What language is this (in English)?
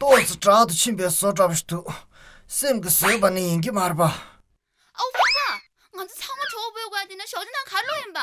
Tibetan